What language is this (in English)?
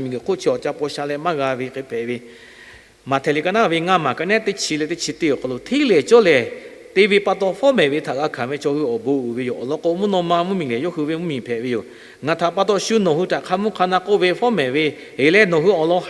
Lahu